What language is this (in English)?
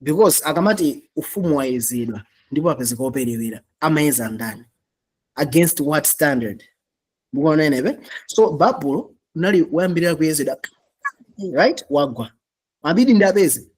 Nyanja